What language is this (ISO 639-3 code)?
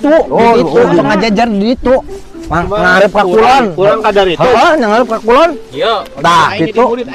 sun